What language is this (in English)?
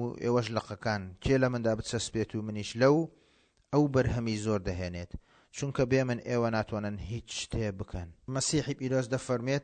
Central Kurdish